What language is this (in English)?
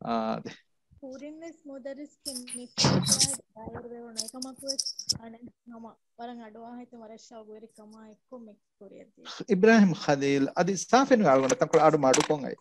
Divehi